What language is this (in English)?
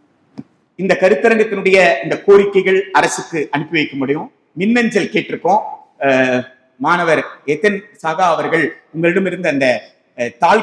Tamil